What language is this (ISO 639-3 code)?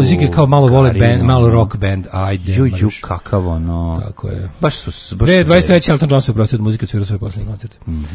srp